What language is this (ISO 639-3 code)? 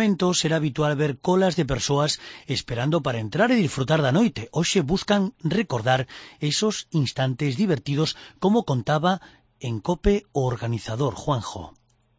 glg